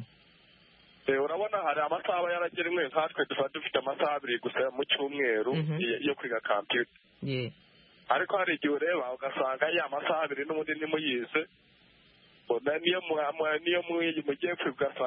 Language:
Kinyarwanda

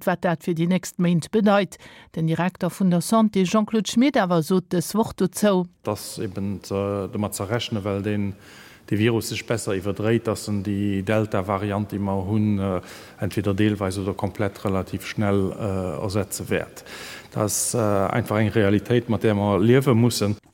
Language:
Luxembourgish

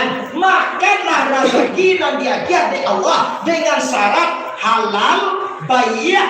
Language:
Minangkabau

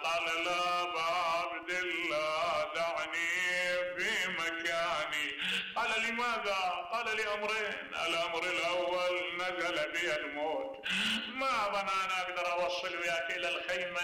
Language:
Mesopotamian Arabic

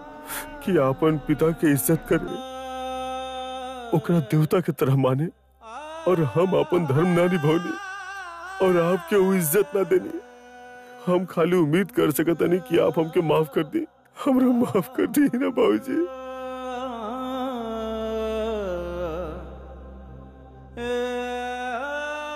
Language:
Bhojpuri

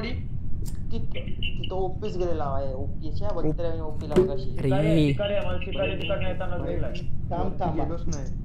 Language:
Marathi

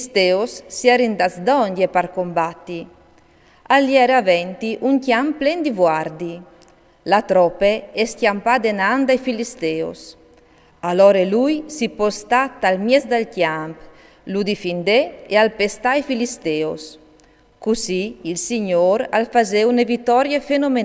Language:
Friulian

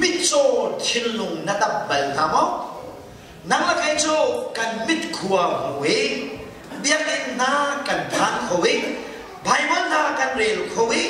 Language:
Hakha Chin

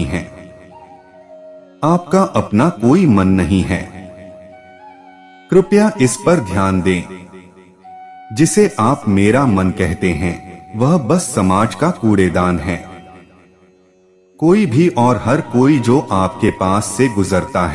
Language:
Hindi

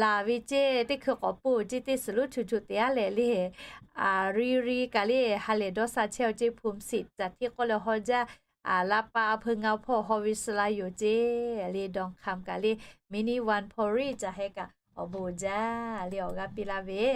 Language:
Lahu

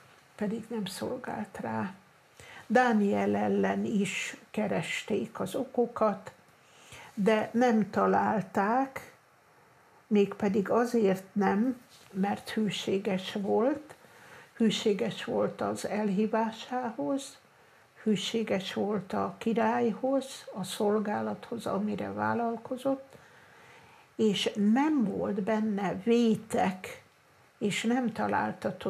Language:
Hungarian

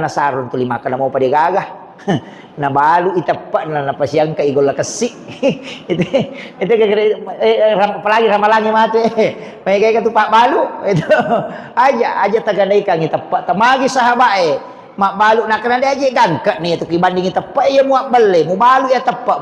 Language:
Buginese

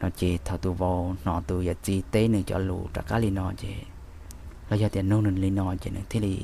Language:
Hmong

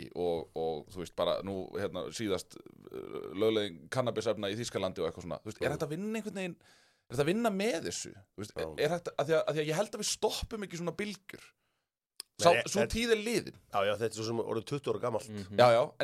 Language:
Icelandic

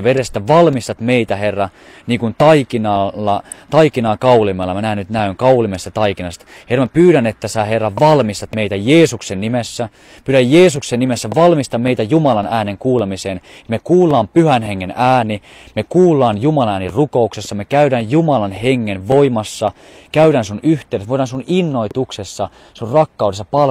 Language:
Finnish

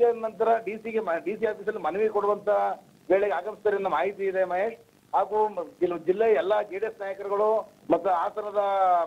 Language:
Kannada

